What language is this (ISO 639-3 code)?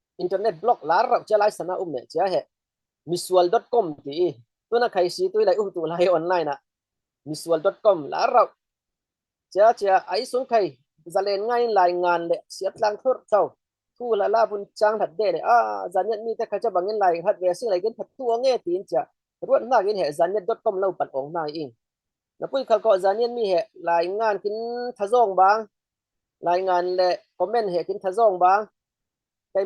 cfm